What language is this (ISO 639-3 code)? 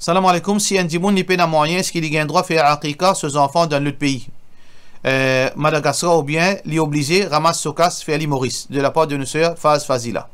mfe